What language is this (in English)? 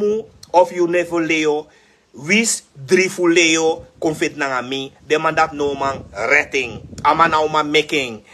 Sranan Tongo